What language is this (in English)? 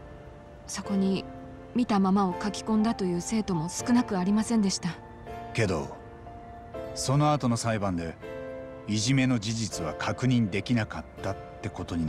Japanese